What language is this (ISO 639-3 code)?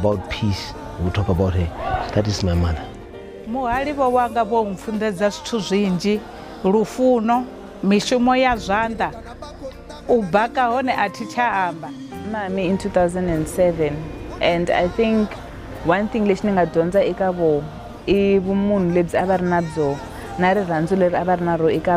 ven